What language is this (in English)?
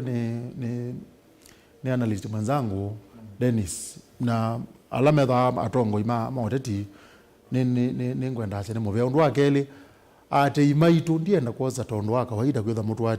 Kamba